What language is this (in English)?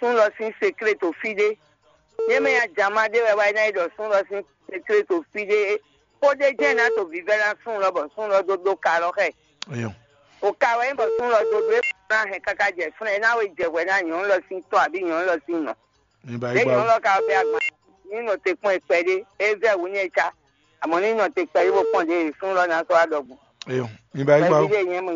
Fon